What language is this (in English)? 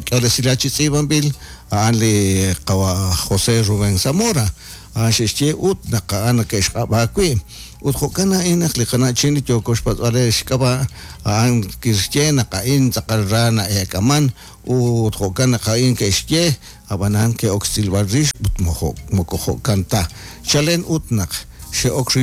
Kekchí